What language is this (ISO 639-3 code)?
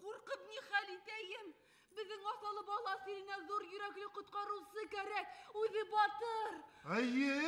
bak